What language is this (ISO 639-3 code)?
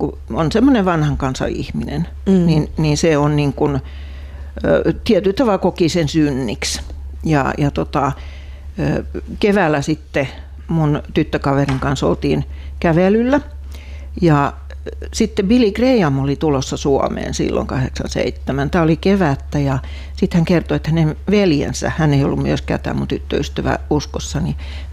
fin